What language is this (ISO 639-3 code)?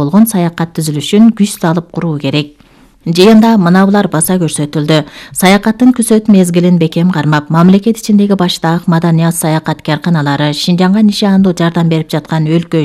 kir